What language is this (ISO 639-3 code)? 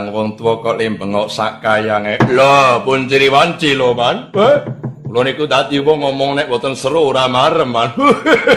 jav